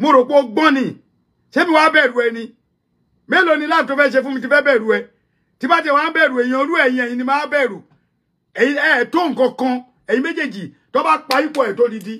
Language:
Yoruba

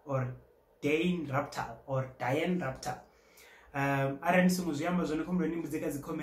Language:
Venda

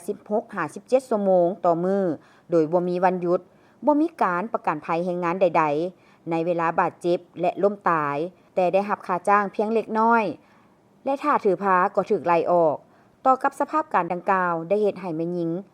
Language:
Lao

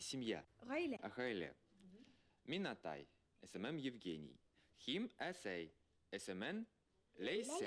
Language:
Bashkir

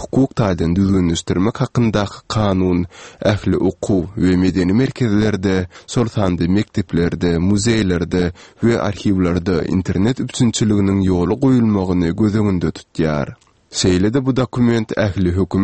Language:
Turkmen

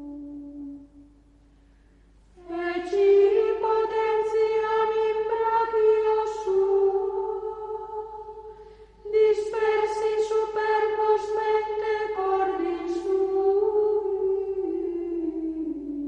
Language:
Latin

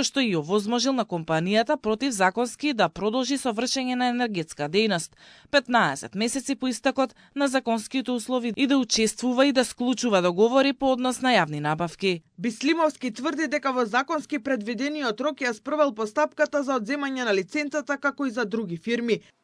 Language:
Macedonian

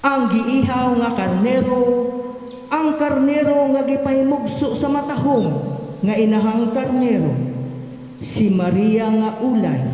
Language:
Cebuano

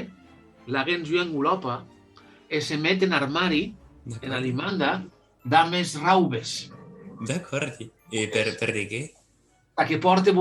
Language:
Occitan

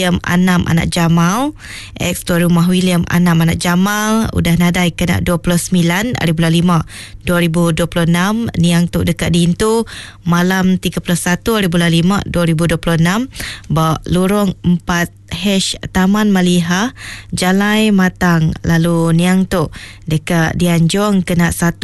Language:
Iban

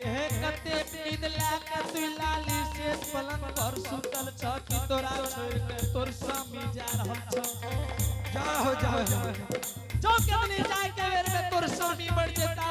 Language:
Angika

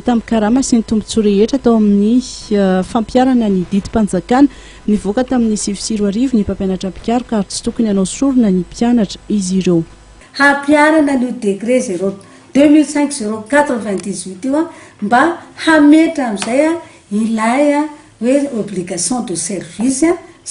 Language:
Malagasy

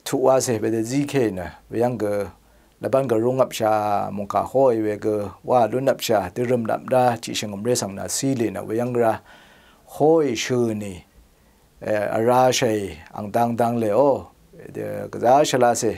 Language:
Rawang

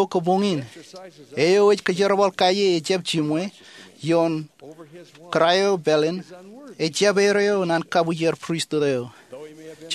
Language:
Marshallese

